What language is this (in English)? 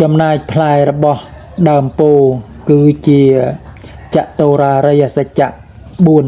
Khmer